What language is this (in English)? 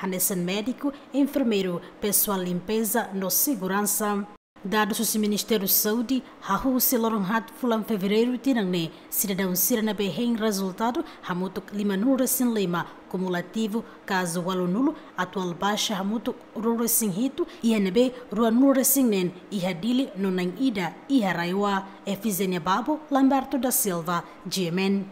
Tetum